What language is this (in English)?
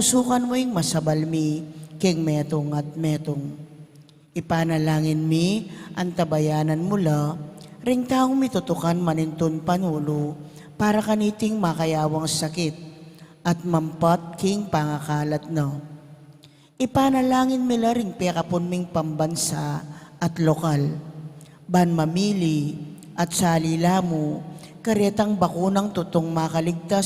Pampanga